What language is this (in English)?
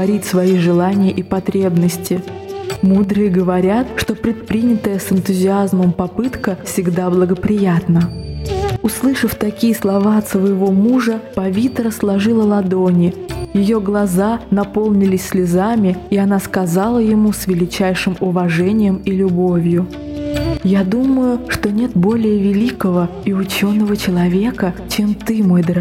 Russian